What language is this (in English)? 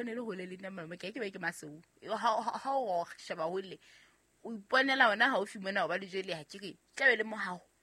Southern Sotho